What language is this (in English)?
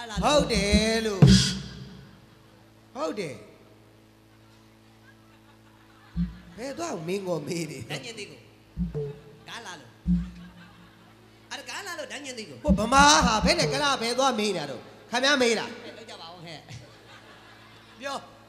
Burmese